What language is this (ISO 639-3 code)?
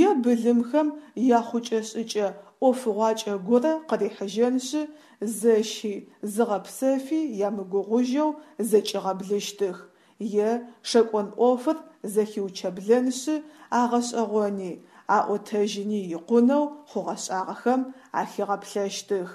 ady